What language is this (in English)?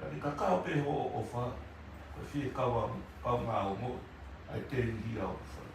Tongan